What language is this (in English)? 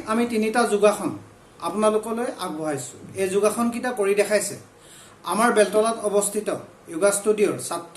Assamese